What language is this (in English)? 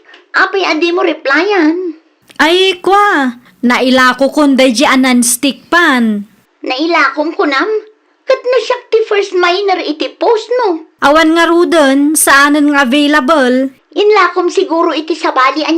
Iloko